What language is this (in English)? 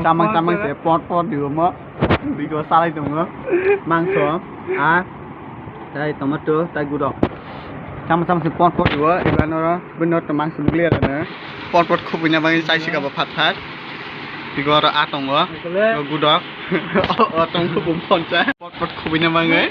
Kok Borok